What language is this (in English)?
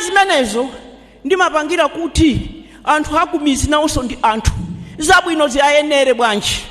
Nyanja